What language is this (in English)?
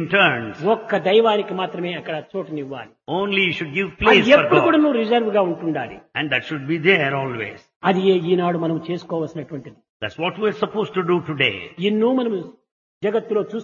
Telugu